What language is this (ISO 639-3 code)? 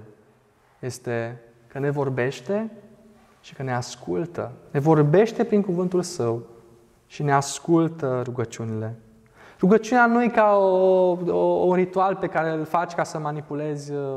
ron